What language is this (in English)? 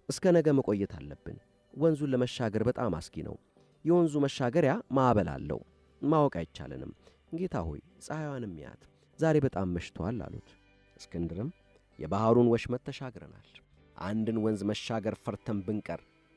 Amharic